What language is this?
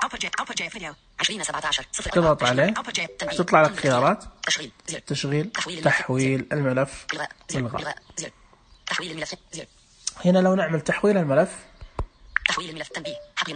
Najdi Arabic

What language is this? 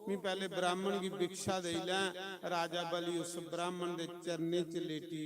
Dogri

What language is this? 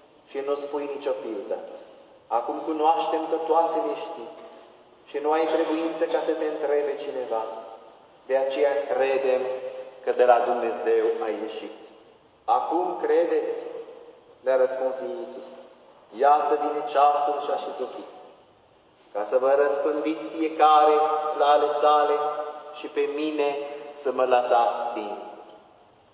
Romanian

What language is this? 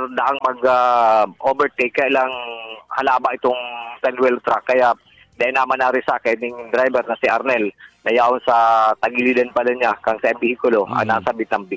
Bikol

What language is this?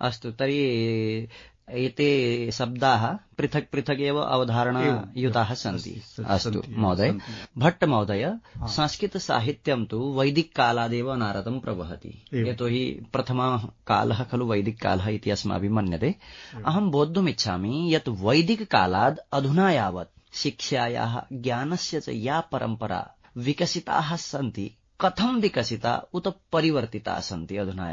Sanskrit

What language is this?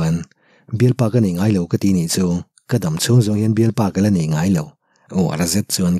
Mizo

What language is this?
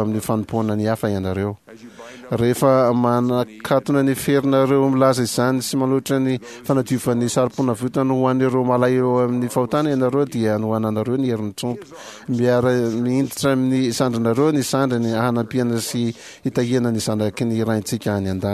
Malagasy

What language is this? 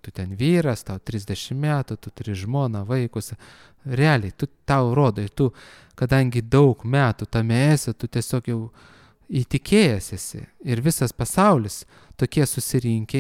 Lithuanian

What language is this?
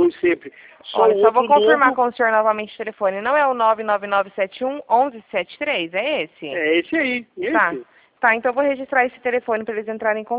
Portuguese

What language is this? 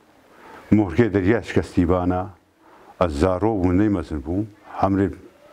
Kurdish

